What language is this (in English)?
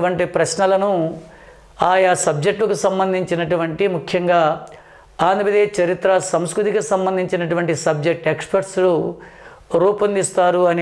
Telugu